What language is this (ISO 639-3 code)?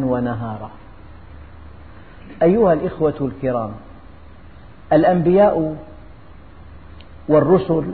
ara